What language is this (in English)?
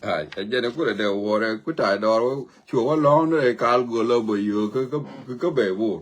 Nuer